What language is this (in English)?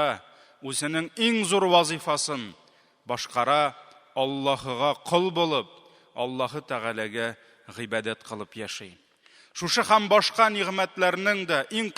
Tatar